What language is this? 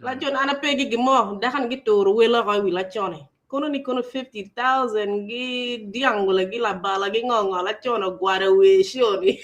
Acoli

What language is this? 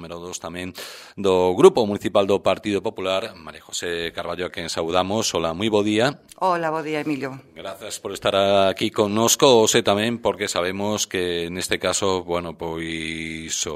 Galician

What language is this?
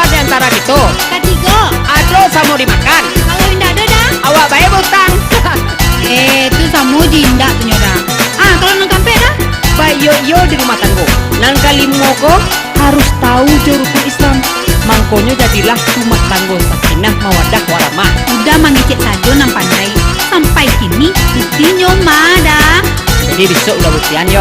Minangkabau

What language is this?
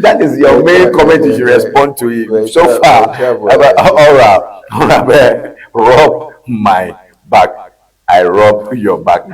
Ewe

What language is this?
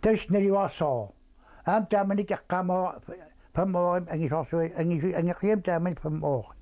Kalaallisut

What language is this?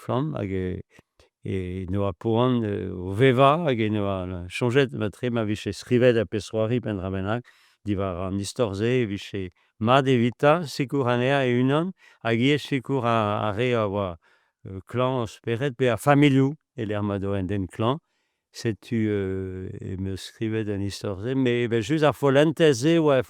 Breton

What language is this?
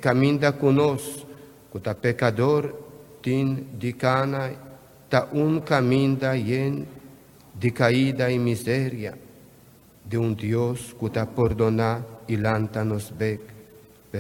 Papiamento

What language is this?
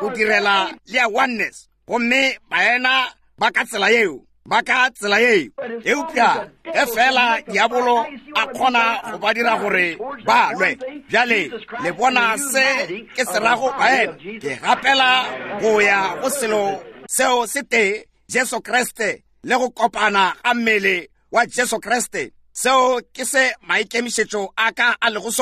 Northern Sotho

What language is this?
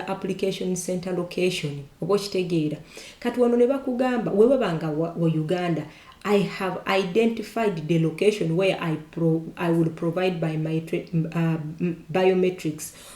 Ganda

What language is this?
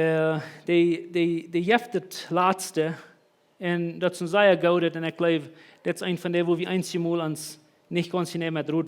Plautdietsch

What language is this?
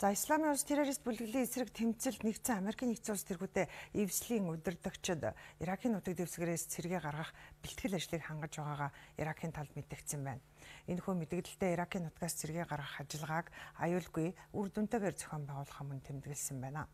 Mongolian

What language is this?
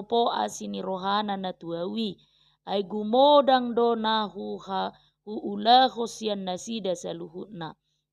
Batak Toba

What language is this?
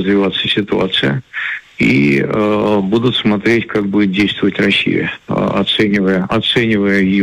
Russian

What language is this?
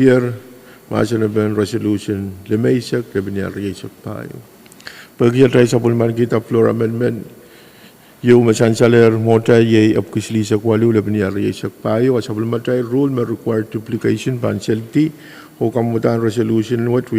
Pohnpeian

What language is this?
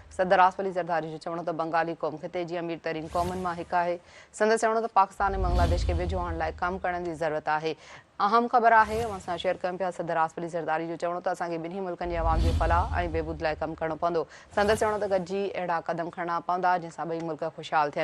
Sindhi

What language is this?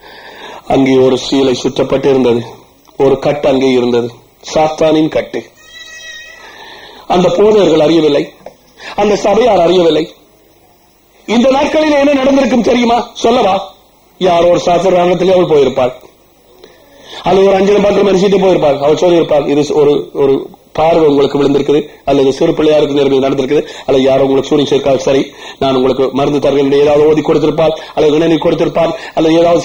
Tamil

